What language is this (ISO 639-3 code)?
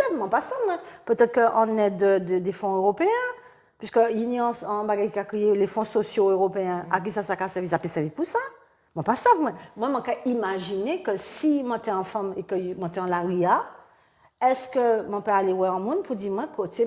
gcf